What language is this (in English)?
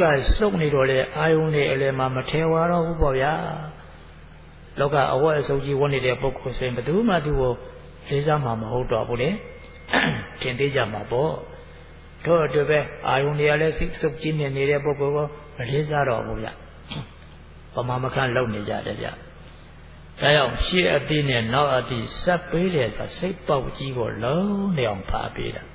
Burmese